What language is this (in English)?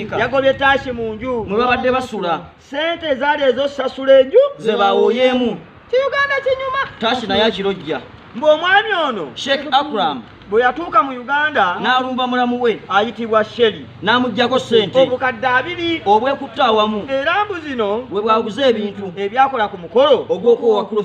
Ganda